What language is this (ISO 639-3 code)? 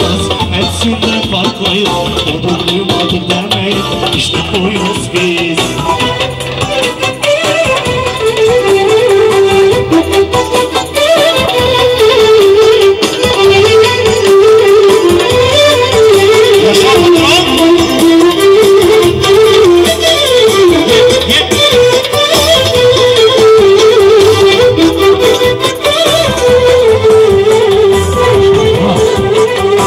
tur